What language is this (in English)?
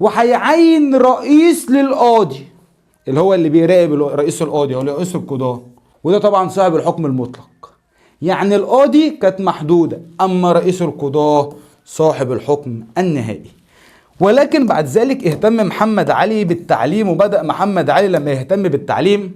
Egyptian Arabic